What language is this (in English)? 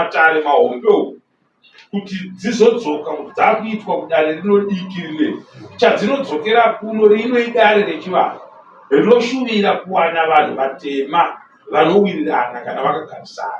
Shona